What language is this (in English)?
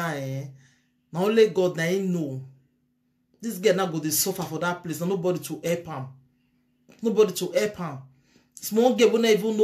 Nigerian Pidgin